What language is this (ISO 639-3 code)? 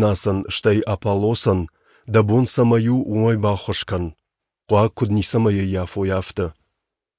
oss